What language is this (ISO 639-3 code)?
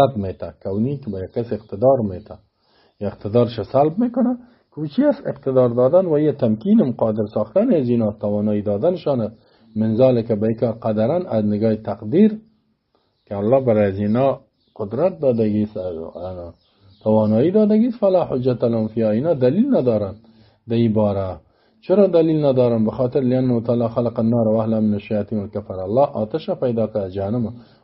fas